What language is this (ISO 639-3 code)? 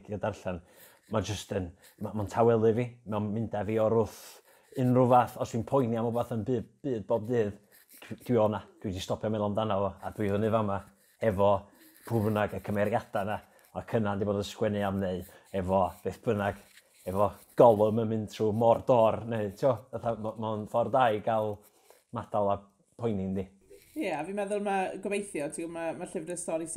cym